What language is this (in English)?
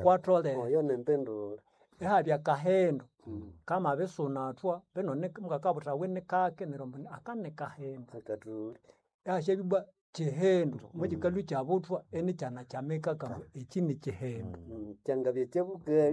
Nande